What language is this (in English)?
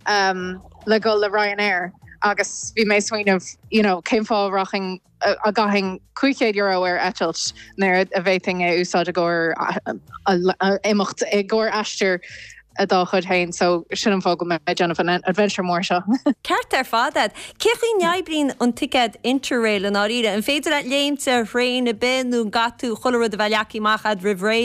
Irish